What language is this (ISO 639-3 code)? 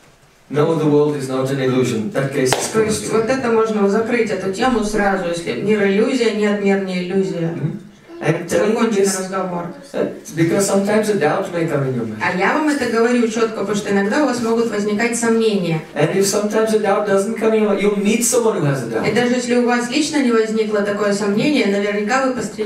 eng